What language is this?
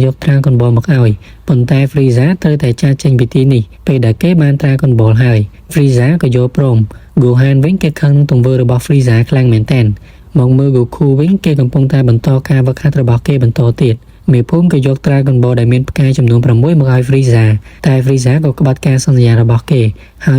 Khmer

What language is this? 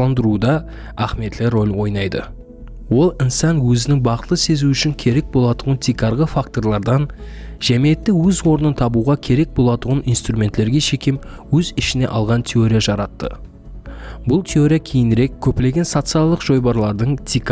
Kara-Kalpak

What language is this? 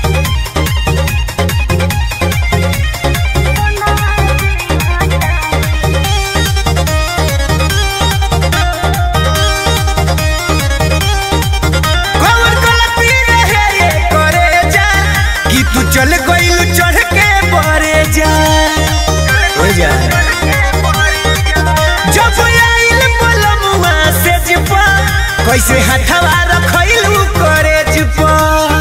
Bhojpuri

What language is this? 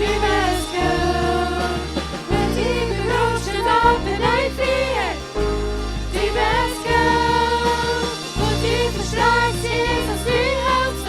Plautdietsch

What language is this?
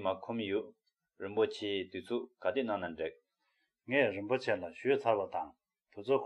Tibetan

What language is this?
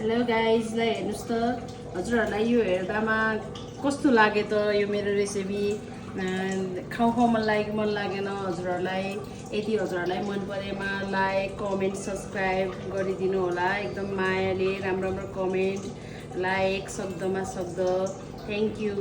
Nepali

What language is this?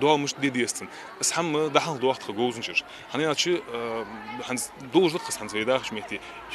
Ingush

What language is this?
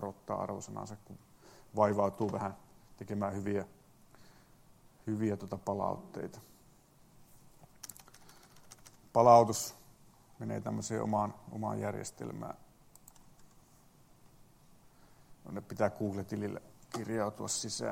Finnish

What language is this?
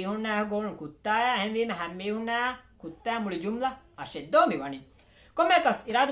Divehi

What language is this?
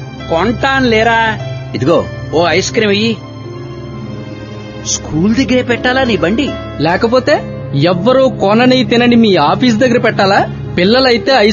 Telugu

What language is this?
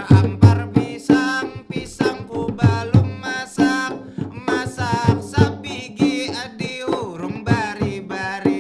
Banjar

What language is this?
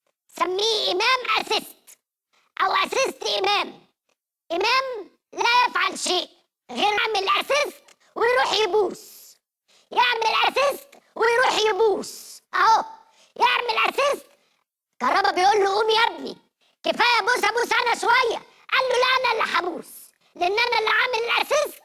Egyptian Arabic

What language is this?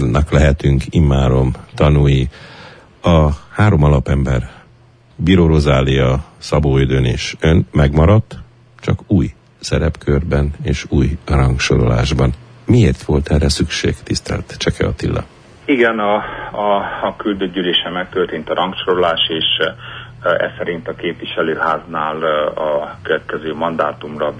Hungarian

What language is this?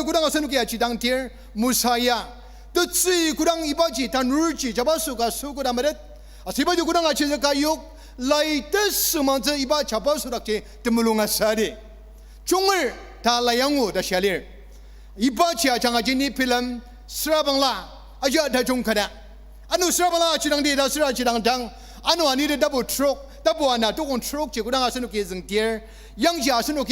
Ao Naga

